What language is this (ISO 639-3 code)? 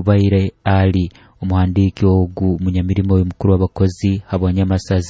nyo